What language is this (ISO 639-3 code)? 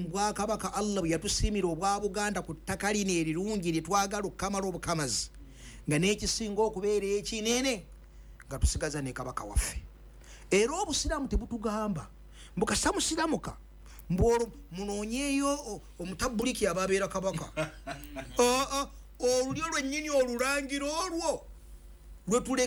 lug